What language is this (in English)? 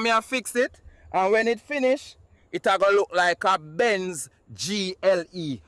Jamaican Creole English